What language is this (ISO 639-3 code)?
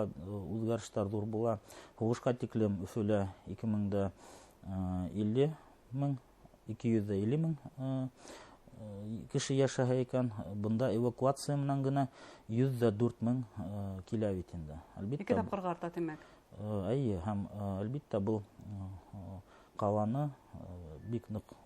bak